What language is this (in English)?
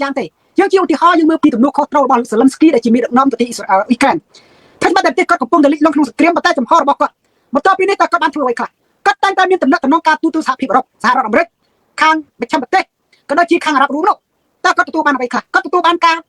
Khmer